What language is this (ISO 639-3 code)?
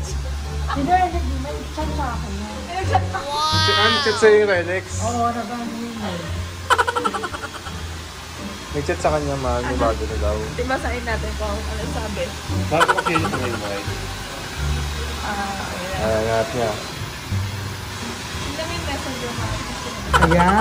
fil